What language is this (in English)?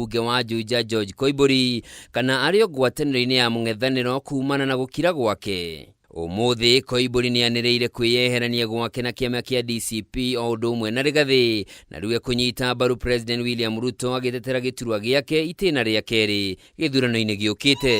Kikuyu